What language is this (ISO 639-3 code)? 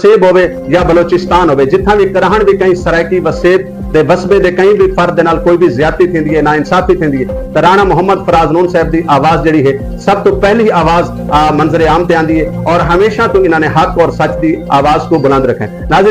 skr